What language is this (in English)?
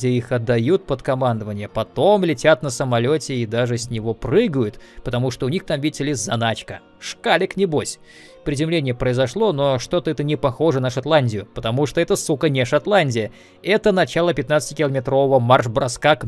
Russian